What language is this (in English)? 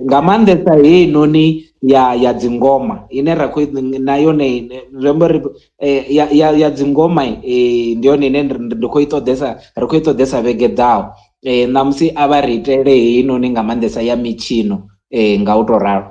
Venda